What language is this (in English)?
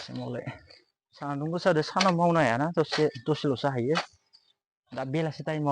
Bodo